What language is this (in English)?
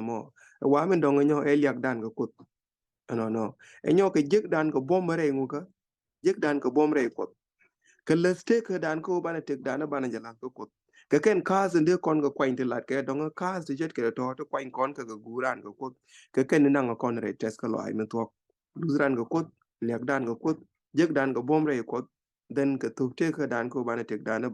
Nuer